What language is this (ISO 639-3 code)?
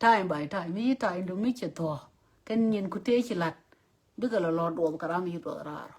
nus